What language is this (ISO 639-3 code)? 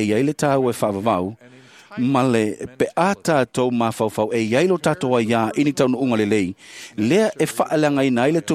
smo